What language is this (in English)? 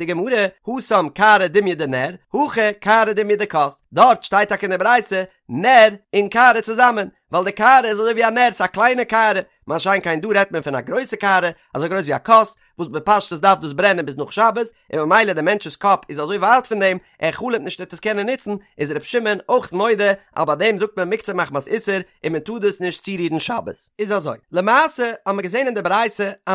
Yiddish